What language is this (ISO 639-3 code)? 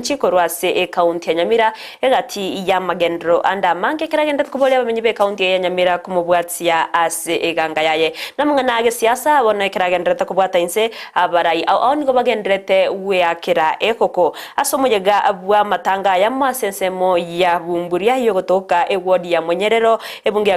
guz